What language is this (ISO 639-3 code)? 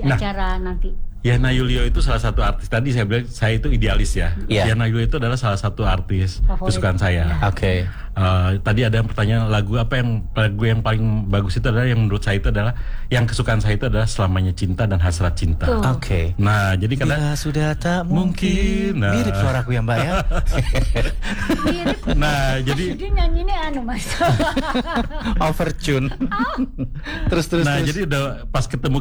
ind